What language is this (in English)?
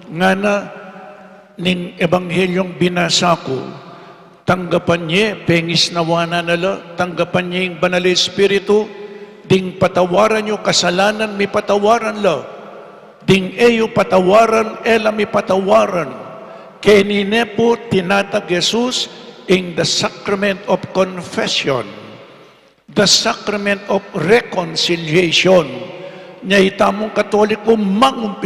Pampanga